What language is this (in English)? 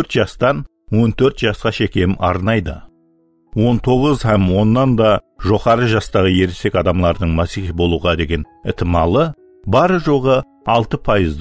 Kara-Kalpak